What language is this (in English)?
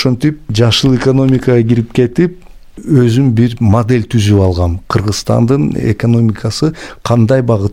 Kyrgyz